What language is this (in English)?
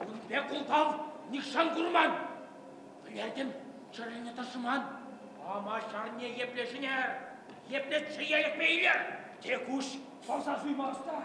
Chuvash